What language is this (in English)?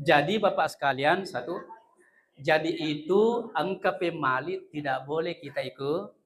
Buginese